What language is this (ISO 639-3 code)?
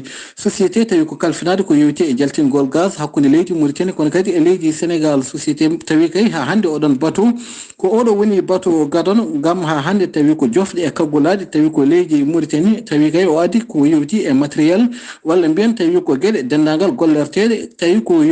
ful